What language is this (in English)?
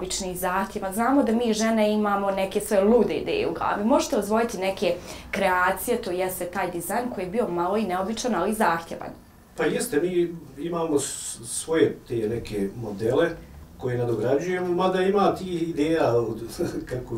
Bosnian